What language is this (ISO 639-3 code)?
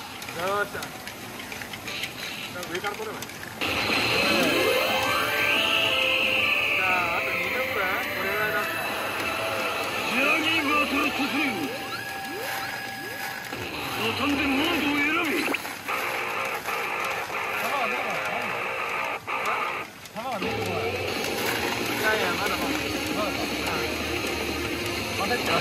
jpn